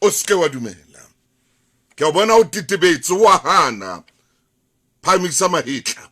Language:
Southern Sotho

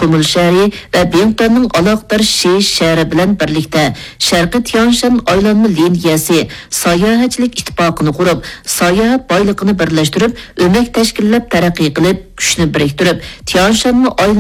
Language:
Uyghur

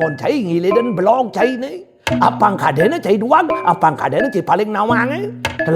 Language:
Balinese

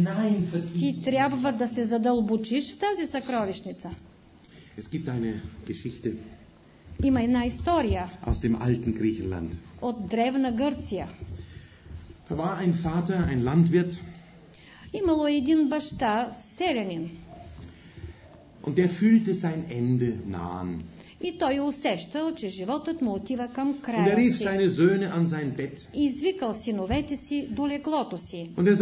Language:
Bulgarian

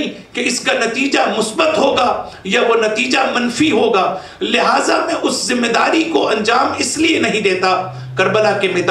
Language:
Urdu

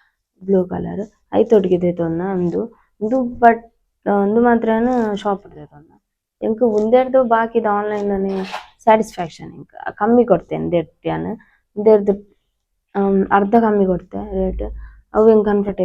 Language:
Tulu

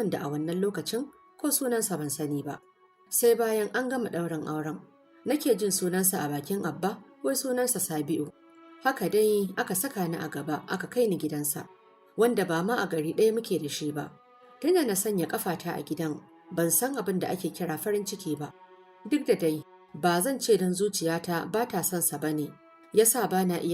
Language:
Hausa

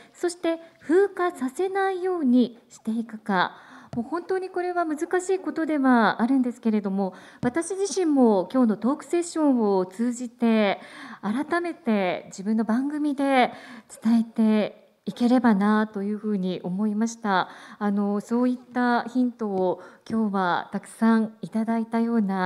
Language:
Japanese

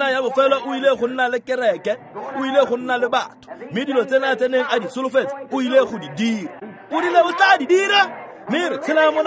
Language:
Tswana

